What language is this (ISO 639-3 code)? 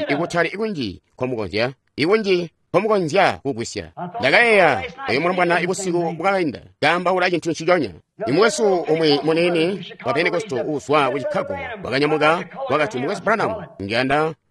toi